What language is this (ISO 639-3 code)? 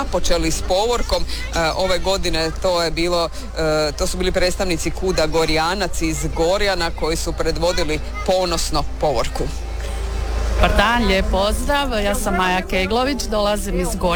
hrv